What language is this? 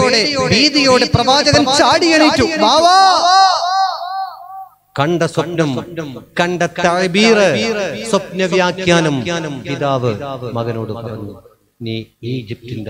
Malayalam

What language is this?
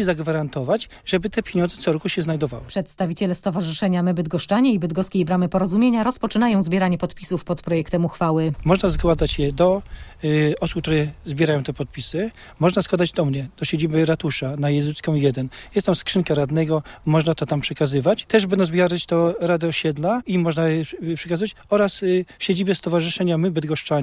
Polish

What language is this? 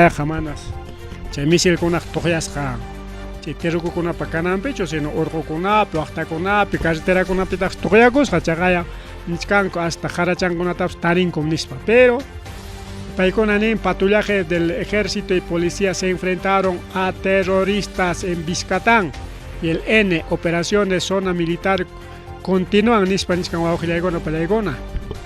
Ayacucho Quechua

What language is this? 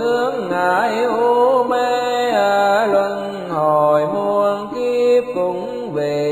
Vietnamese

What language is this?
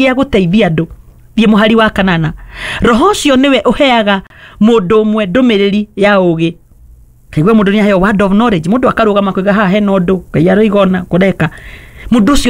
Kikuyu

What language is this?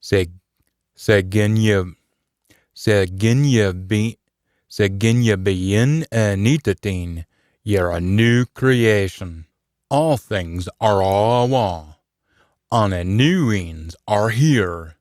Scots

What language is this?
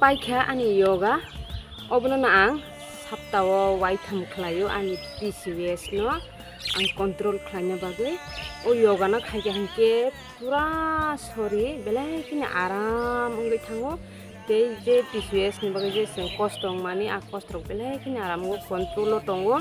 Kok Borok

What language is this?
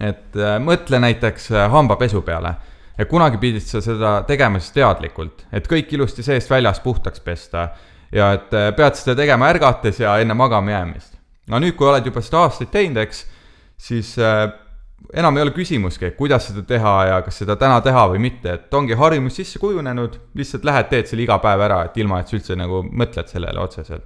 Estonian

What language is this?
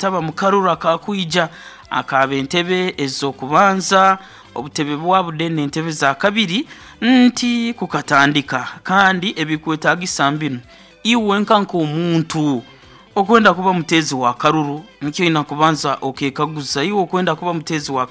Nyoro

